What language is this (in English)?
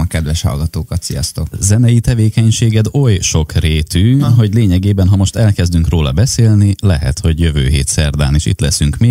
Hungarian